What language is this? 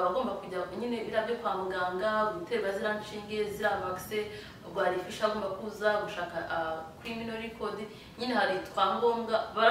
Kinyarwanda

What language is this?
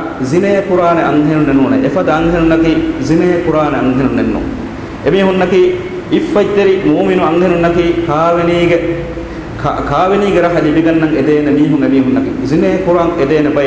Divehi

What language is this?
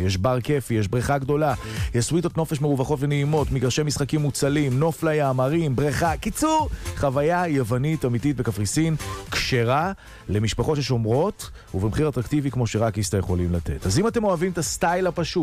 Hebrew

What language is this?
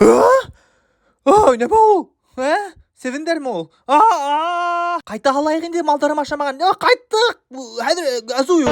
Bashkir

